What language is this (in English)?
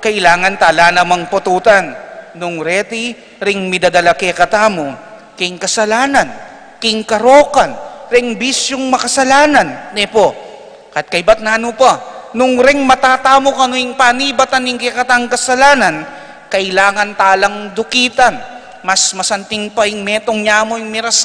Pampanga